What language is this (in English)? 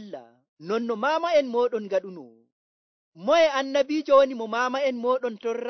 Nigerian Fulfulde